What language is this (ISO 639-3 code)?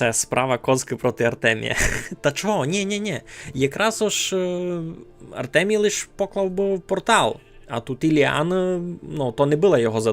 rue